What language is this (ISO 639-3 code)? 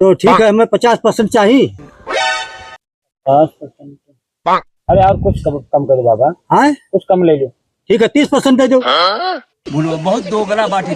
awa